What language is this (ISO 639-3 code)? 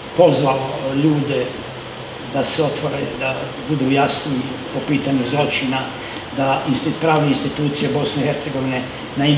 hrv